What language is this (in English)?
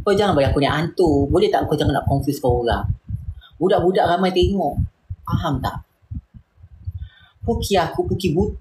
Malay